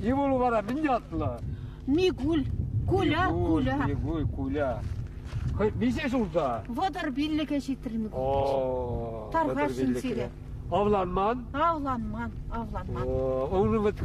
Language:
Chuvash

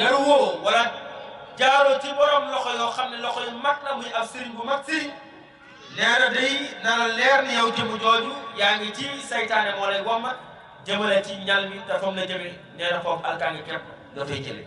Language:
Wolof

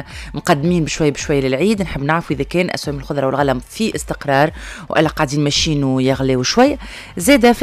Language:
Tunisian Arabic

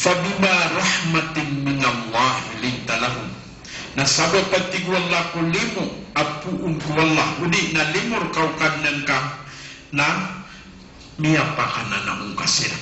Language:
Maranao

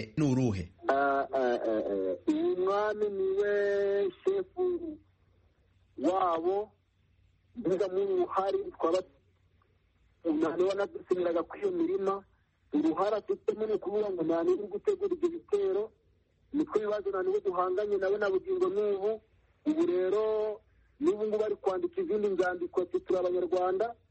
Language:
Kinyarwanda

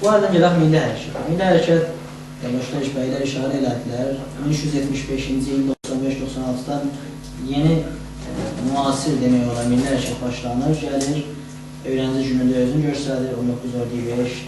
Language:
South Azerbaijani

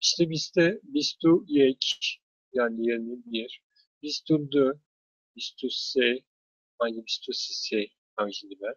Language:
Kurdish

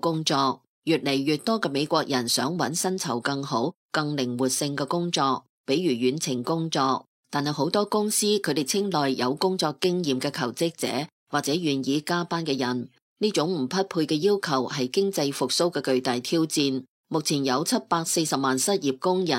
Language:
Cantonese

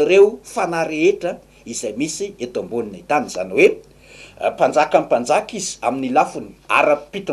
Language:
Malagasy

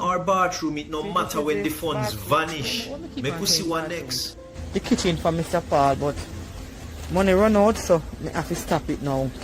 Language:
Jamaican Creole English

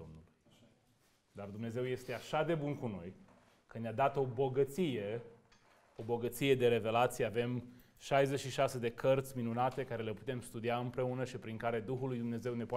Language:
Romanian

